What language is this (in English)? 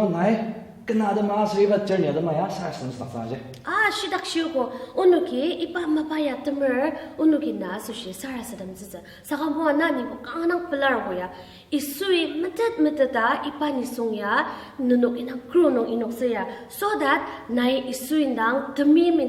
Ao Naga